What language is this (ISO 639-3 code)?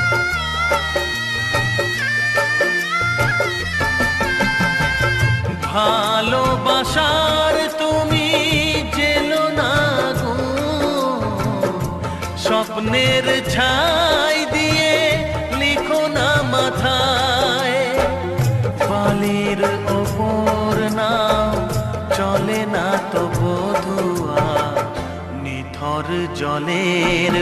ben